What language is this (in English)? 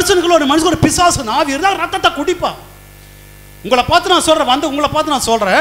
Tamil